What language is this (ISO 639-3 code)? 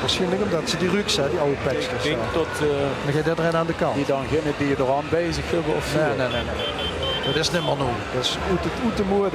lim